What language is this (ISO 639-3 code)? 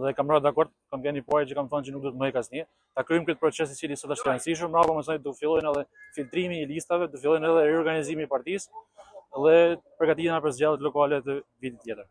sqi